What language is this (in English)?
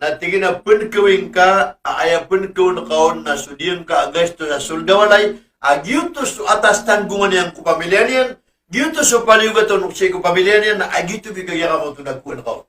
Maranao